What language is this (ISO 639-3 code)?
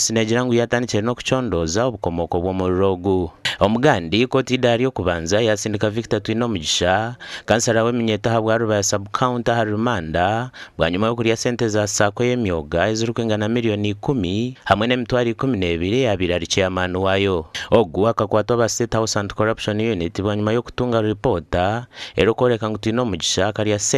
nyn